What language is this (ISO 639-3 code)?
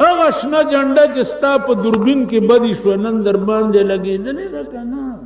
pus